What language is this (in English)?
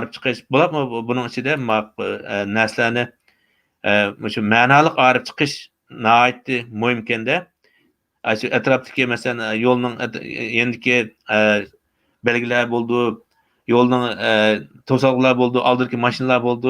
Uyghur